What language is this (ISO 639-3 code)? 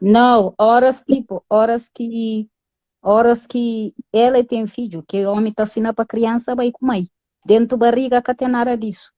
kea